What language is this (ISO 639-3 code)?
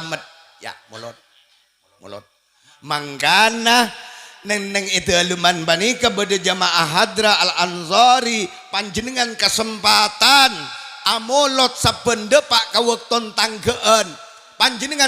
mad